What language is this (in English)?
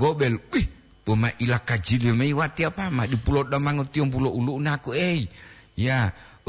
Gorontalo